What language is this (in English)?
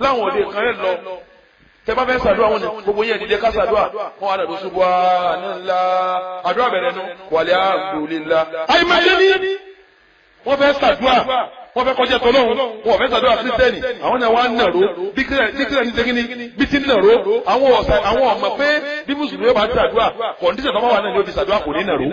Yoruba